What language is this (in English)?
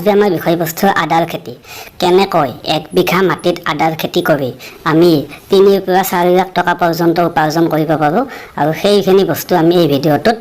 Assamese